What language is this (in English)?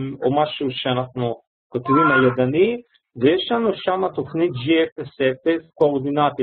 Hebrew